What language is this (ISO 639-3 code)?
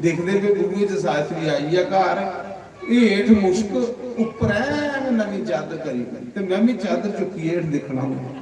doi